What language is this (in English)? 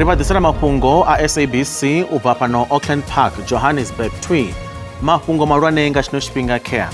Venda